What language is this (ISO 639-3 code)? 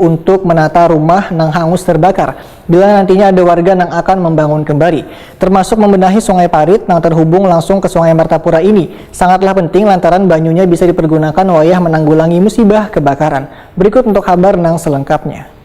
bjn